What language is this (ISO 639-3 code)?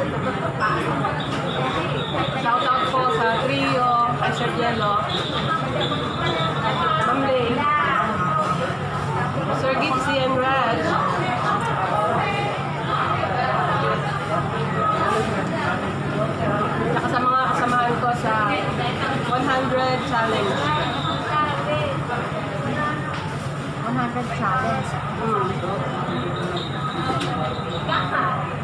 fil